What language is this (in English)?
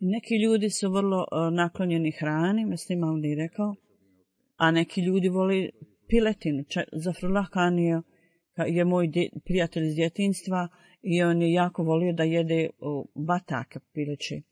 Bosnian